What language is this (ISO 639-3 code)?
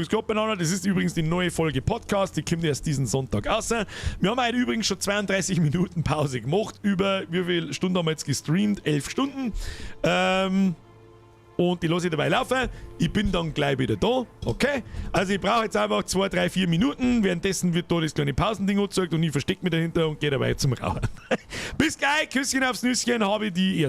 bar